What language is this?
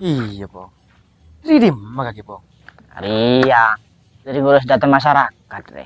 Madurese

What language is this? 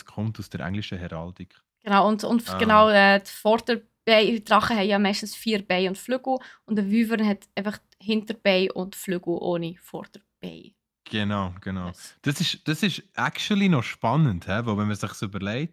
Swiss German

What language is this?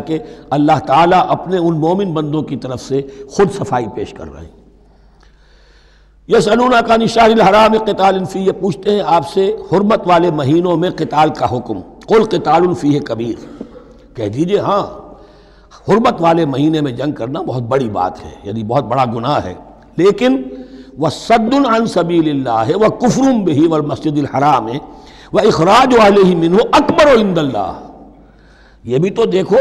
Urdu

